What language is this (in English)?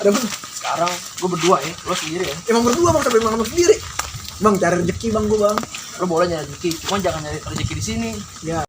Betawi